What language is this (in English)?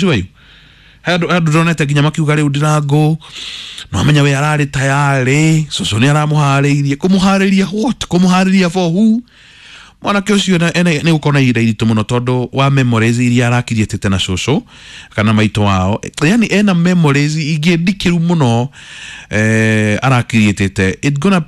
Kikuyu